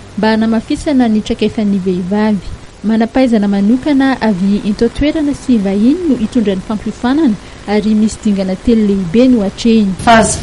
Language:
Malagasy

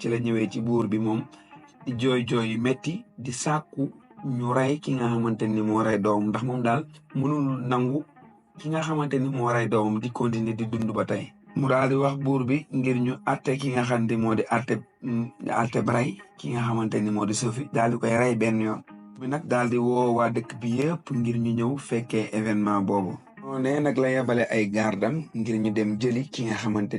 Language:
Wolof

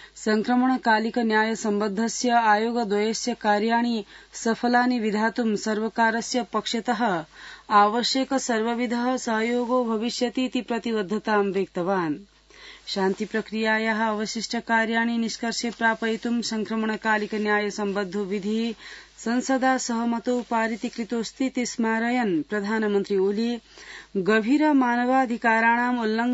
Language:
Sanskrit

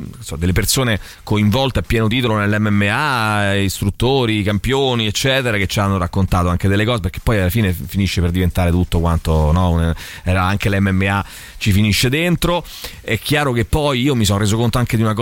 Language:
Italian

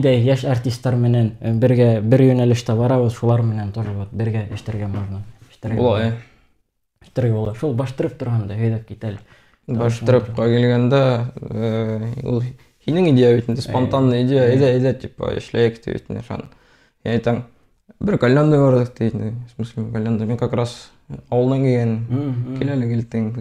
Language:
Bashkir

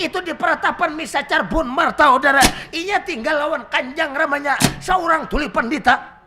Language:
Banjar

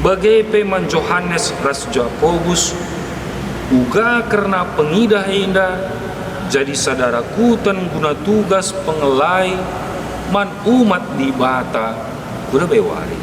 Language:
Batak Karo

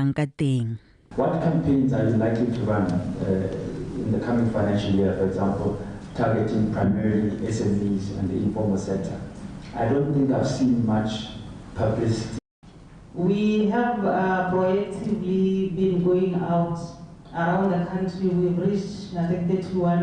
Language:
Tswana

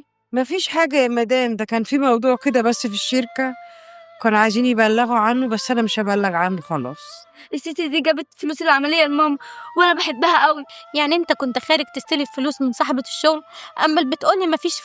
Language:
Egyptian Arabic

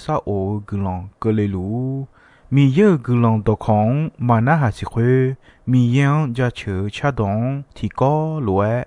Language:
Akha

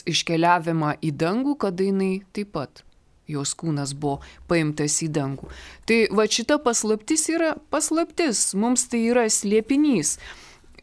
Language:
Lithuanian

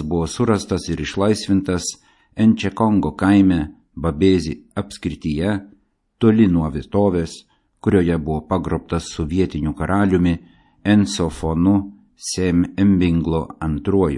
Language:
Lithuanian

